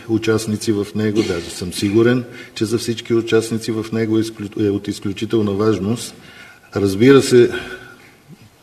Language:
Bulgarian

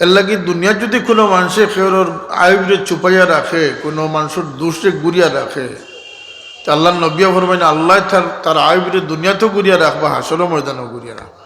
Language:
Sylheti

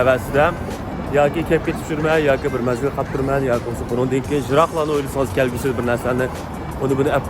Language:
Uyghur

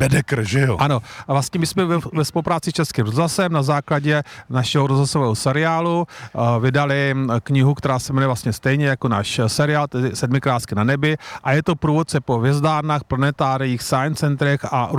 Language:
Czech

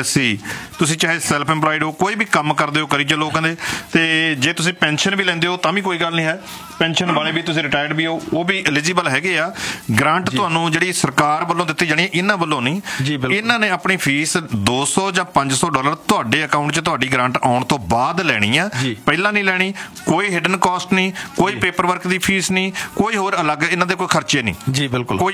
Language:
Punjabi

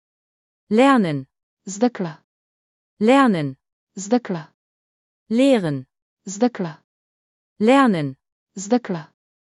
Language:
German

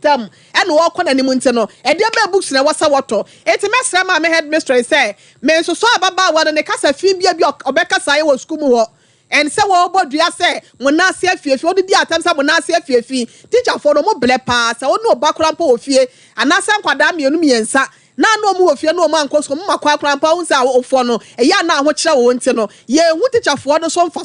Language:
Akan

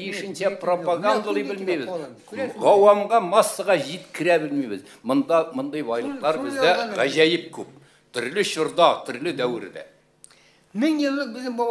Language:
Tatar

